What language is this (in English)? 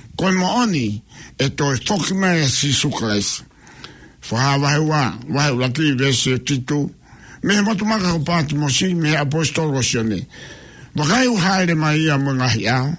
Tongan